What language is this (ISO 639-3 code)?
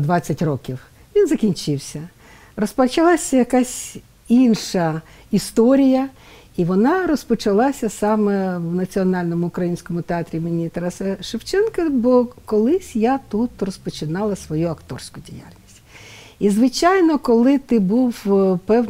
ukr